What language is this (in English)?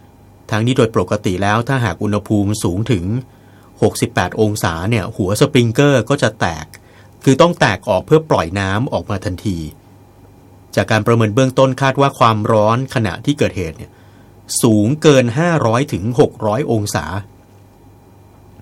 Thai